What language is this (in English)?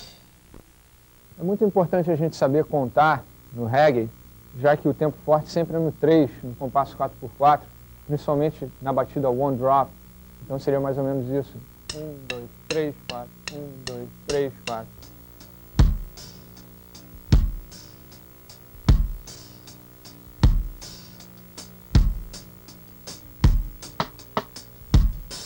Portuguese